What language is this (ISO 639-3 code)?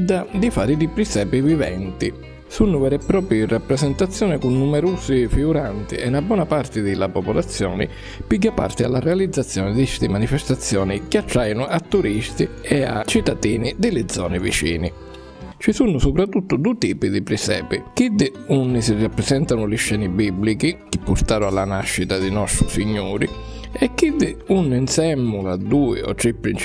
scn